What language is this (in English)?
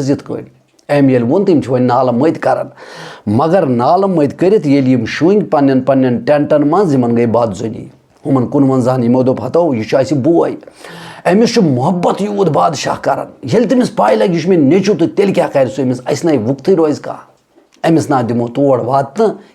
Kashmiri